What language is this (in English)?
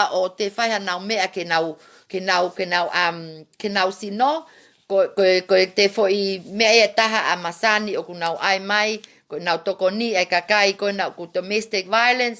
Tongan